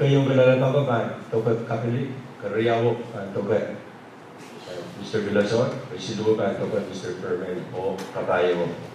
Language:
Pohnpeian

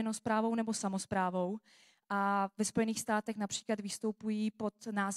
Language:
Czech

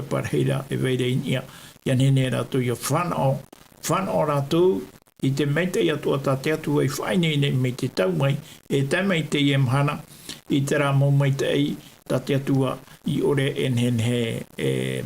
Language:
Tahitian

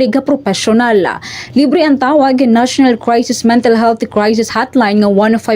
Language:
Waray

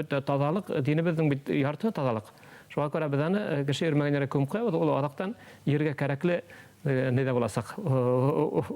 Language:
Bashkir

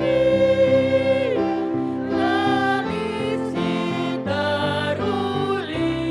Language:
Batak Karo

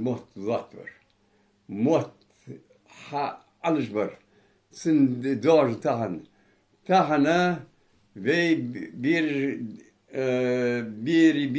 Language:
Ingush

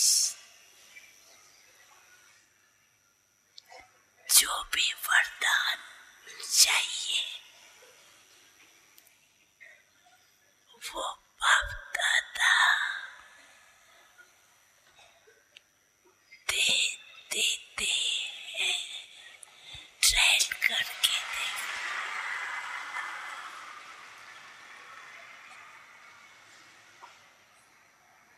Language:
Hindi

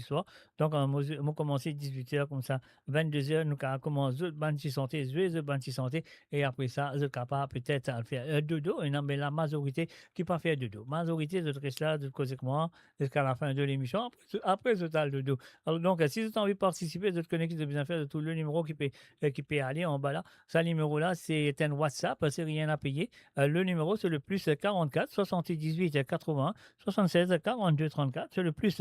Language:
Morisyen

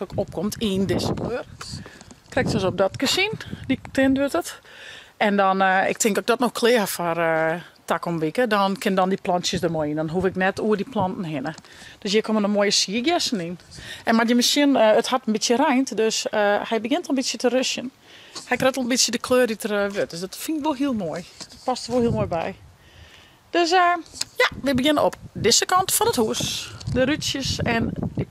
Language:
Western Frisian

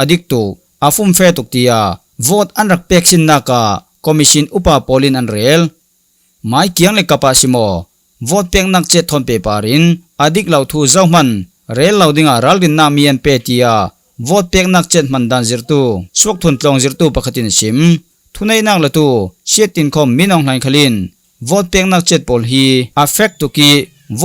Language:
Falam Chin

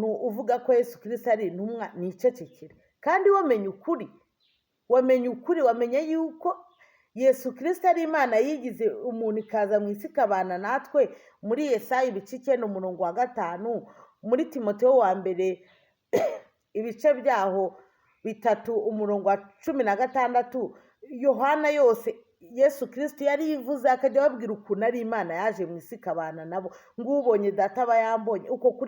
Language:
Kinyarwanda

